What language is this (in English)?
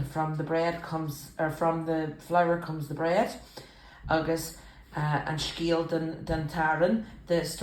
Irish